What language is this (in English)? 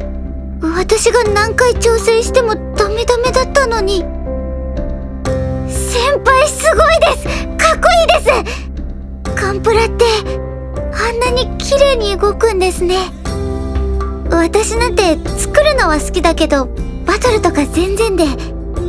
Japanese